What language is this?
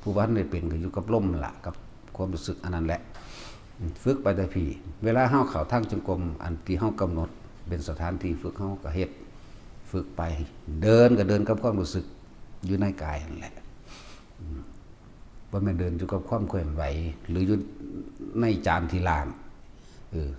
Northeastern Thai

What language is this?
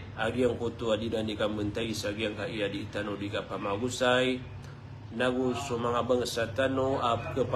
Maranao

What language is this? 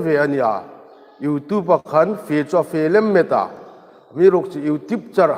Hmar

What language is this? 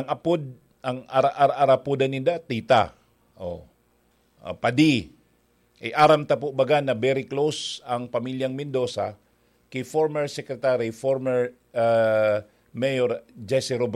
Bikol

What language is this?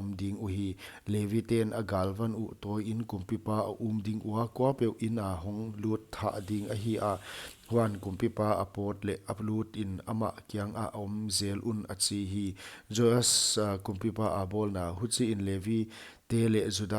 Paite Chin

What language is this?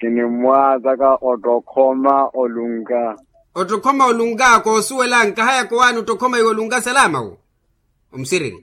Makhuwa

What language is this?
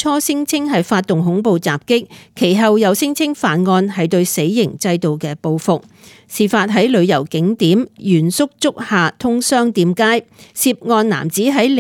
Cantonese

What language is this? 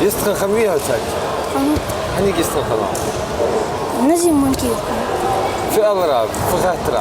Ingush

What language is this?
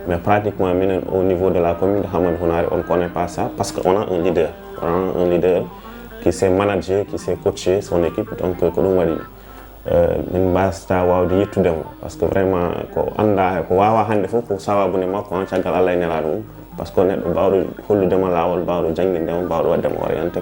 Fula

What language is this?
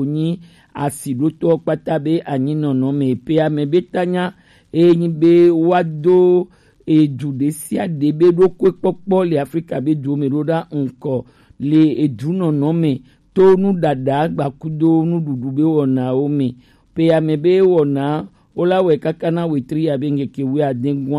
Gen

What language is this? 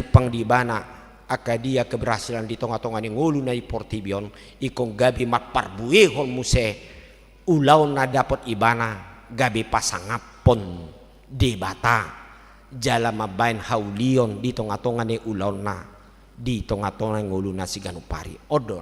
Batak Toba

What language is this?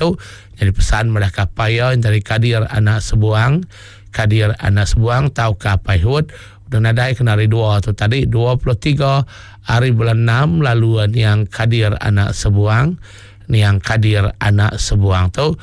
Iban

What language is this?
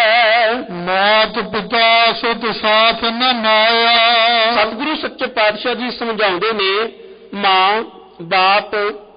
Punjabi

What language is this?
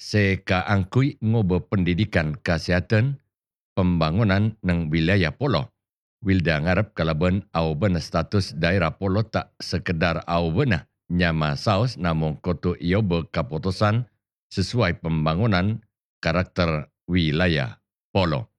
Madurese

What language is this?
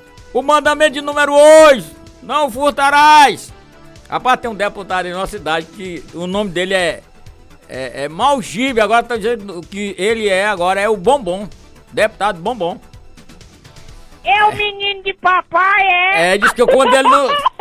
Portuguese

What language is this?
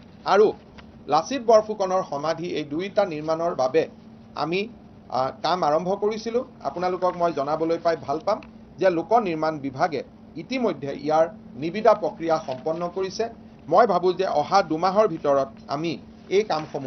Assamese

